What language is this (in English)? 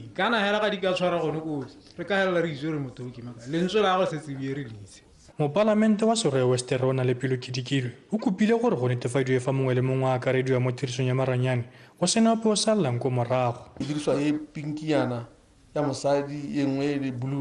Tswana